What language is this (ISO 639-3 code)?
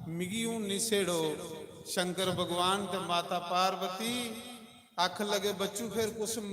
doi